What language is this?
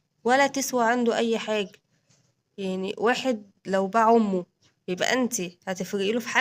Egyptian Arabic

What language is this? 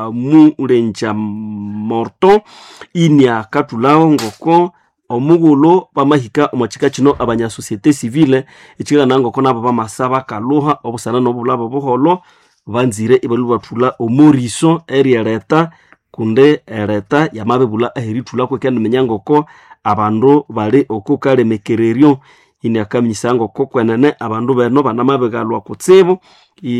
Nande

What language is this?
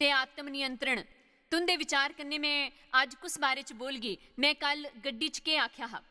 Dogri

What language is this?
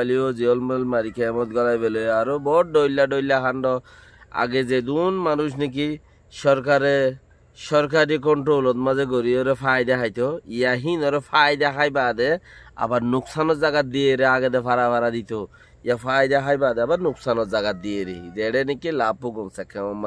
Rohingya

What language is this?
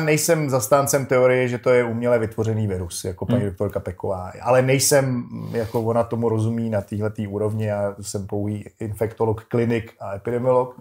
Czech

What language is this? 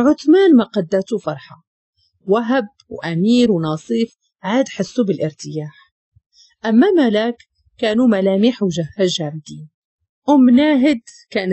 Moroccan Arabic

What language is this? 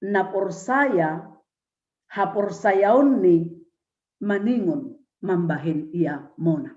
Batak Simalungun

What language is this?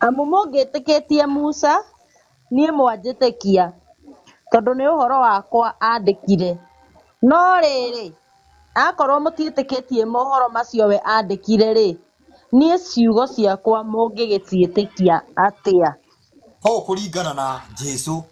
Kikuyu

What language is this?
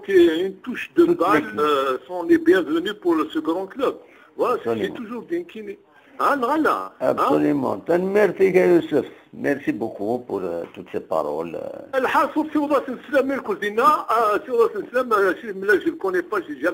Kabyle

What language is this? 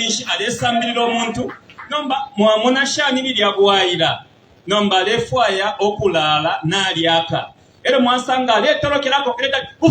Bemba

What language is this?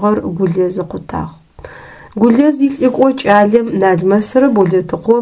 Adyghe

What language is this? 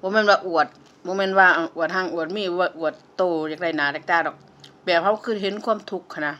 Lao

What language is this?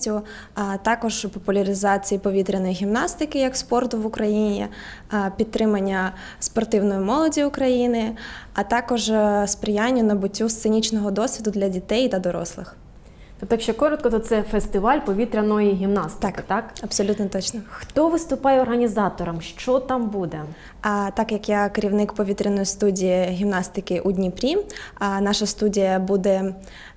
Ukrainian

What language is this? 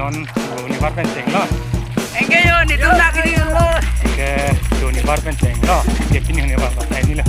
Karbi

